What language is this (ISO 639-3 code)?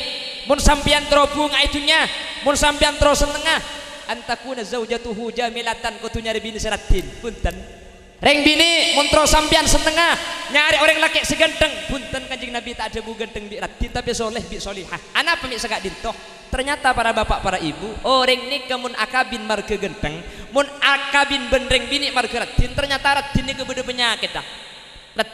mad